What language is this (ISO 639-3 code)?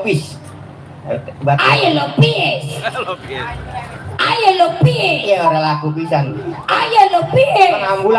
bew